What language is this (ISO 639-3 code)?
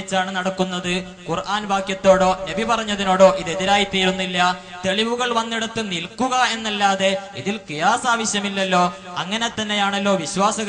mal